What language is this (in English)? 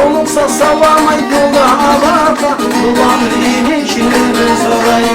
Kumyk